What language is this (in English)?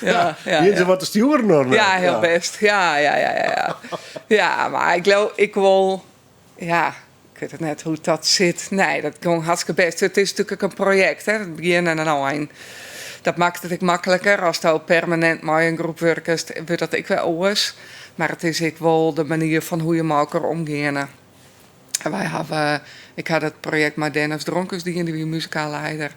Western Frisian